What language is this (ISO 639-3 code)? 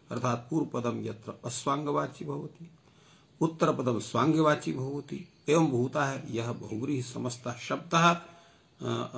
san